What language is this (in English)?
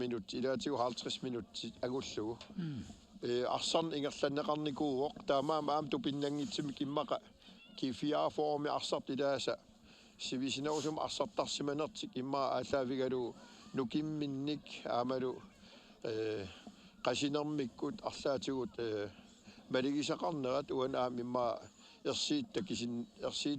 Kalaallisut